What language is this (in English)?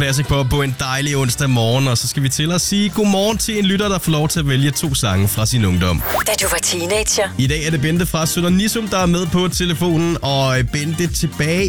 Danish